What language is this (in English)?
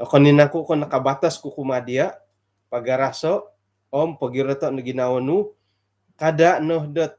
Central Dusun